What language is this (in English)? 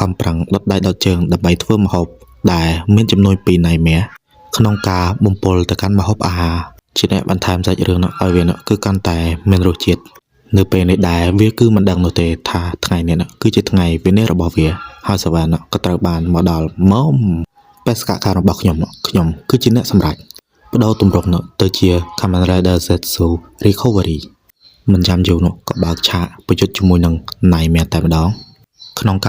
Khmer